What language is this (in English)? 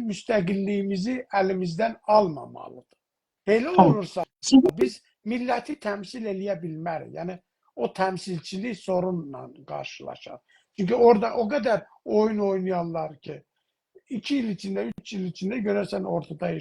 South Azerbaijani